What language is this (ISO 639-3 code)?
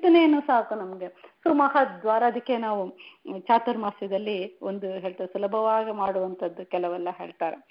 kan